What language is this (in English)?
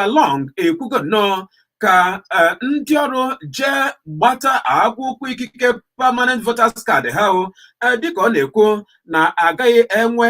Igbo